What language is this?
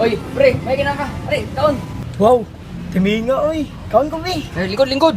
Cebuano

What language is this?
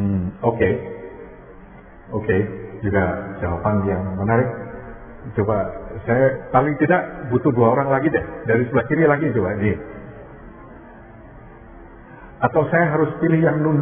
Indonesian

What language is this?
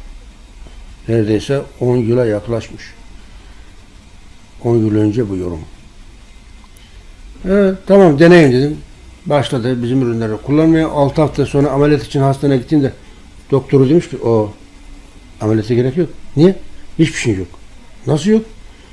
Turkish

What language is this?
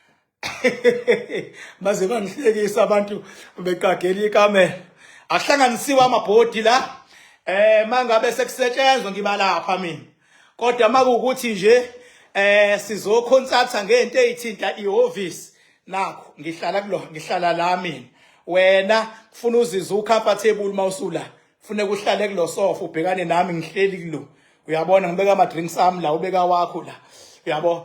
Zulu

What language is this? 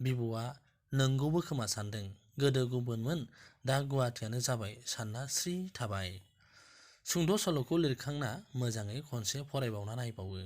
Bodo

